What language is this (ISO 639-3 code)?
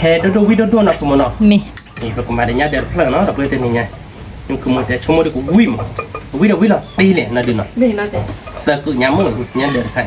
ksw